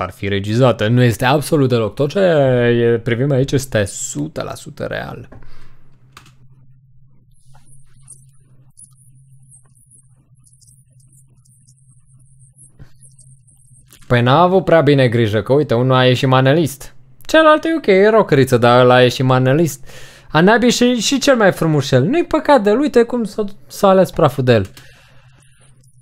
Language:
Romanian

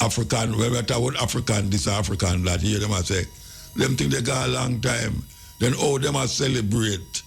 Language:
Jamaican Creole English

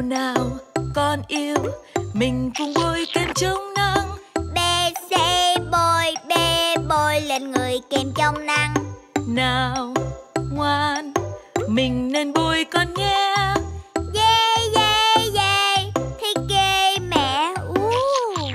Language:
Vietnamese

